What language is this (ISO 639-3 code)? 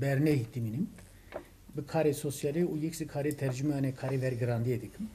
kur